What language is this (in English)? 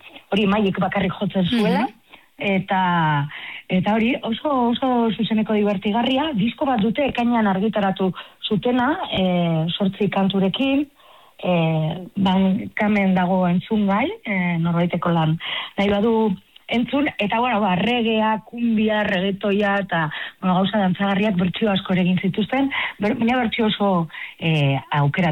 Basque